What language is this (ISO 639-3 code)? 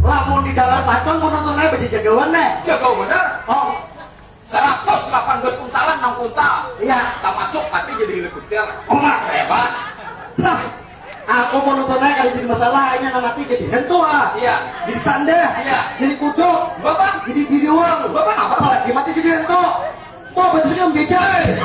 bjn